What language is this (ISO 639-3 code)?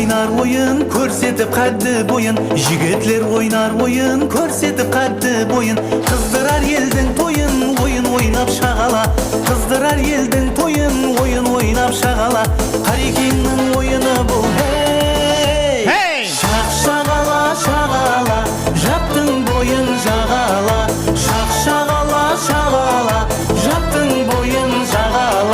kaa